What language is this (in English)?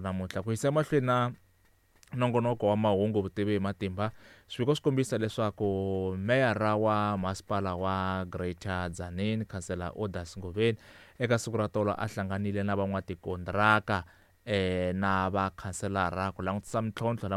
Tsonga